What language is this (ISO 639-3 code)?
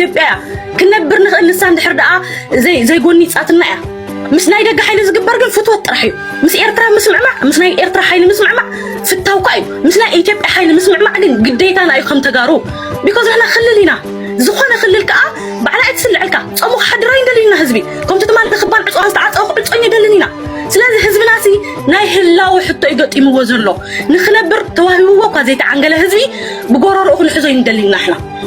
tir